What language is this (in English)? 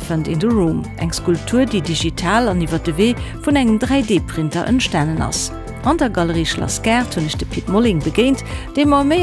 Luxembourgish